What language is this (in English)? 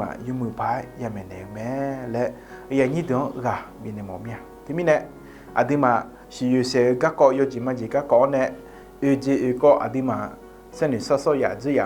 Akha